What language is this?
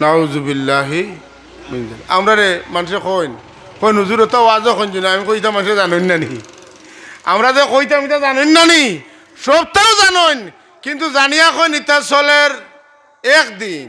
Sylheti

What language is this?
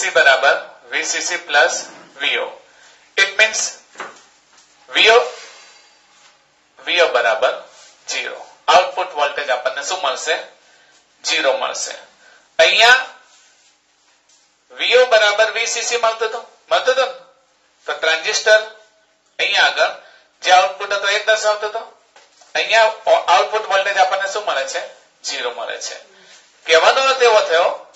Gujarati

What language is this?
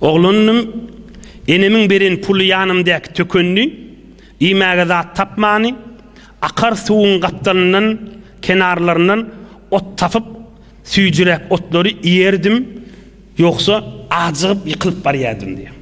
Turkmen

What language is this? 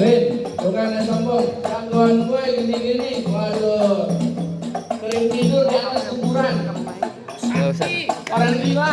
Betawi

